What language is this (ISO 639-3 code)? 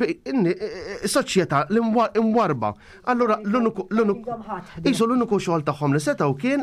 mlt